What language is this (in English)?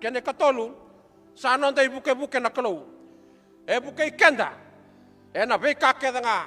Fijian